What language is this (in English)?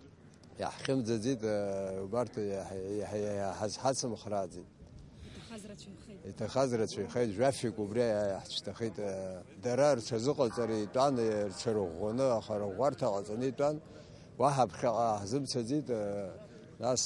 Abkhazian